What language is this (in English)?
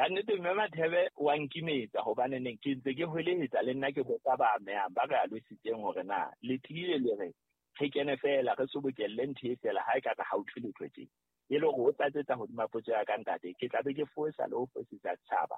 Southern Sotho